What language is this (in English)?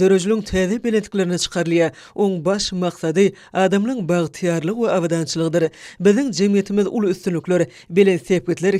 Turkmen